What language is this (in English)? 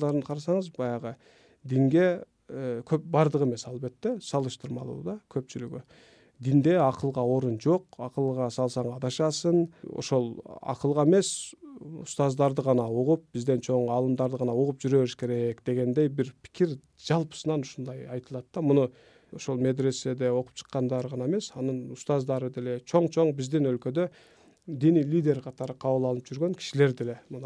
Kyrgyz